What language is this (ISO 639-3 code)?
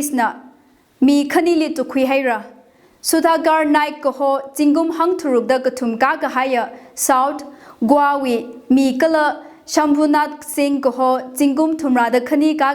nmf